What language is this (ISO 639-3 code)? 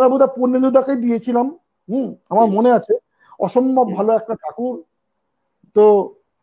ben